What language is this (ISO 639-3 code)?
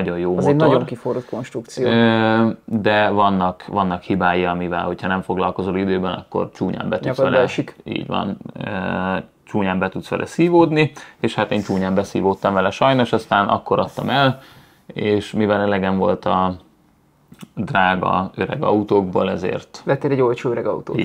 hun